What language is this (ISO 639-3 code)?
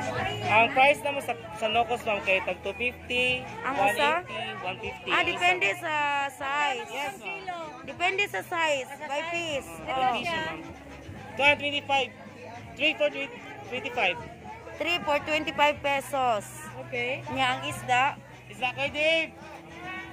ceb